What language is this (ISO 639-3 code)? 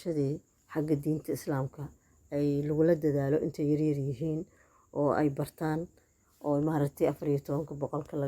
som